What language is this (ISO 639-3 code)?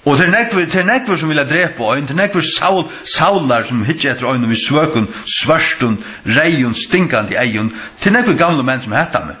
fao